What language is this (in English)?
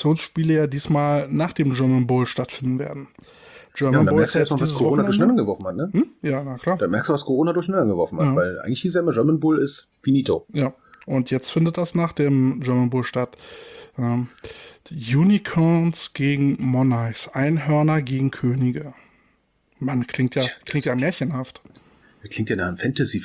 German